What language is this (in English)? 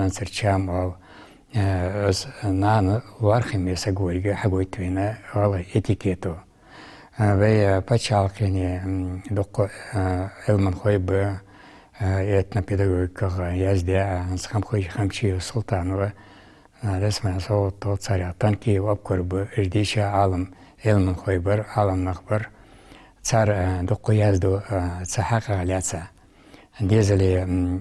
Ingush